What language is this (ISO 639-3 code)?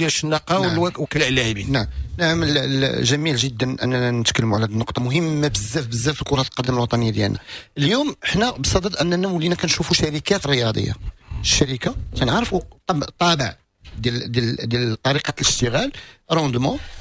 ary